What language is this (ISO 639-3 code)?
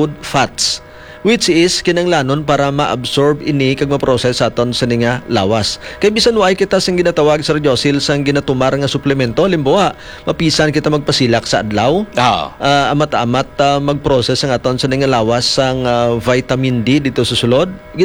hil